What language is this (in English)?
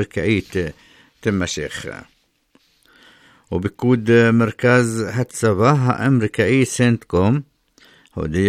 Hebrew